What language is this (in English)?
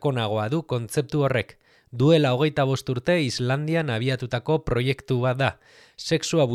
Basque